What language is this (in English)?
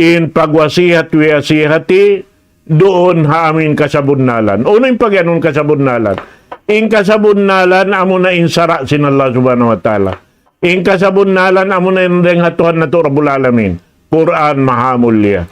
Tausug